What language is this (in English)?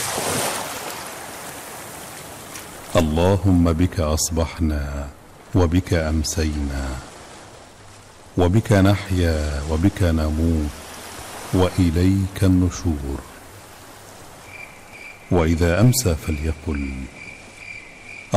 Arabic